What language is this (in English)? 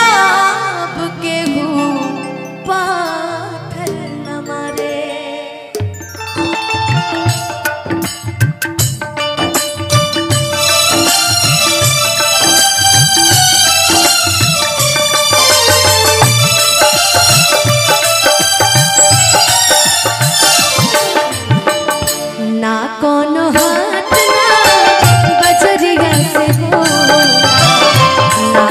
Bhojpuri